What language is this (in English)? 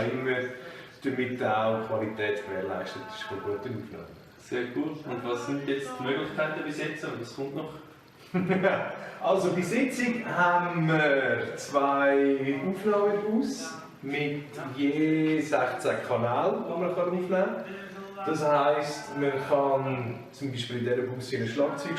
Swiss German